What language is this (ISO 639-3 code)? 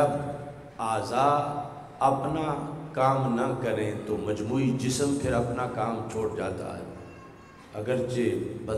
urd